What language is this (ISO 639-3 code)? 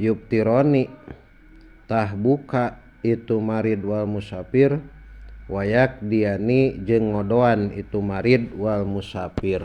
sun